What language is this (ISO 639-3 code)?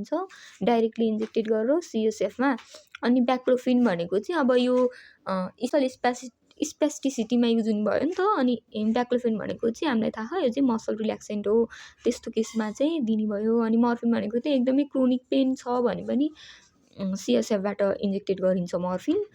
nep